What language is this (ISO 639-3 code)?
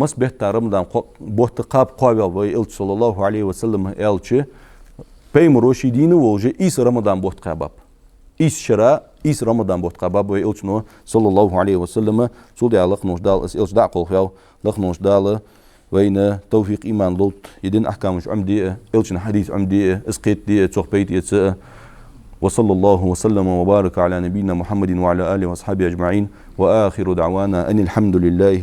inh